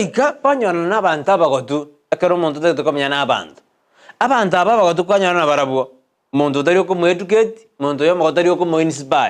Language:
Gusii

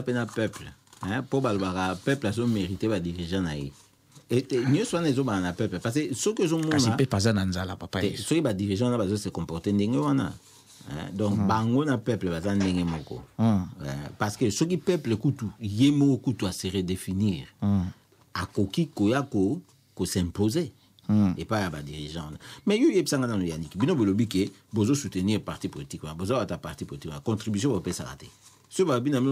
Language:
Lingala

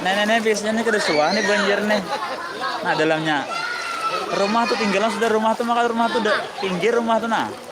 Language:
Banjar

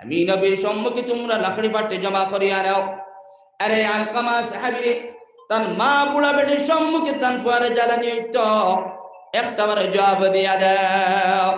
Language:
Sylheti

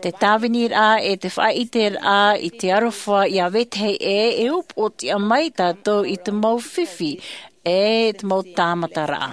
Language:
Tahitian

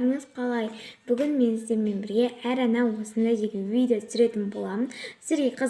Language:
Kazakh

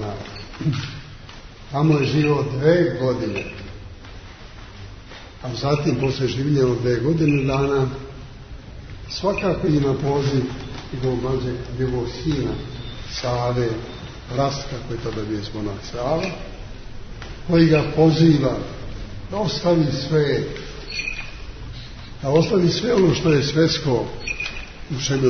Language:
Serbian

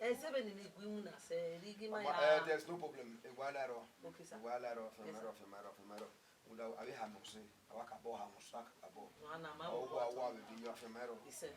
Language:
Bini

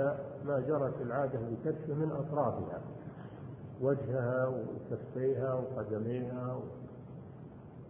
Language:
Arabic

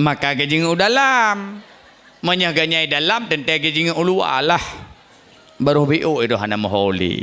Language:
Achinese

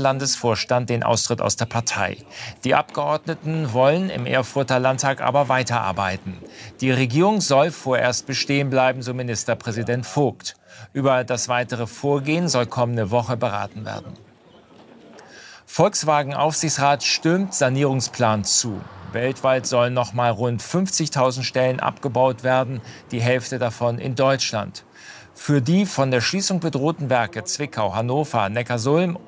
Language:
German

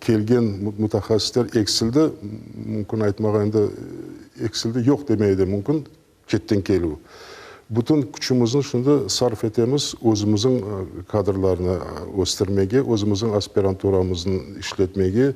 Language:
Crimean Tatar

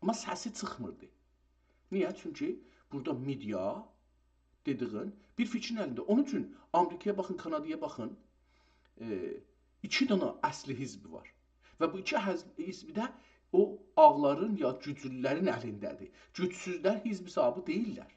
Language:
South Azerbaijani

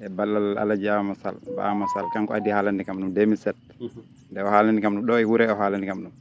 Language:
Fula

